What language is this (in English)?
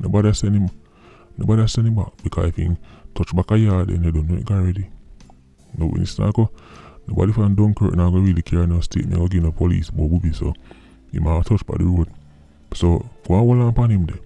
Jamaican Creole English